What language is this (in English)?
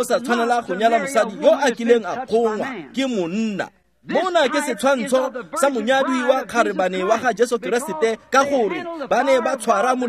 Tswana